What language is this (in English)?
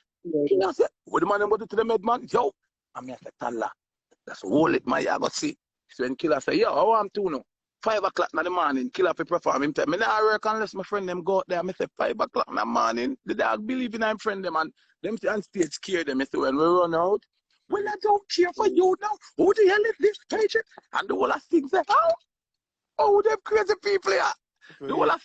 Jamaican Creole English